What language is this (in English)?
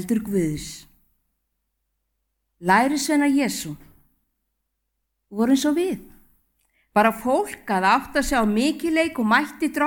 Icelandic